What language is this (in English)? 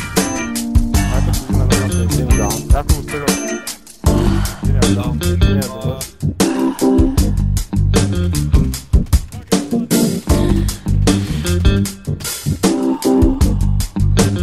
Bulgarian